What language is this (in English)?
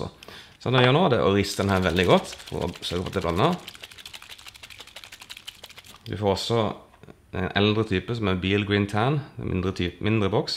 Norwegian